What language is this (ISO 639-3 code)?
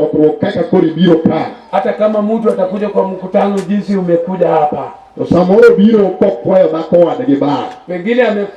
luo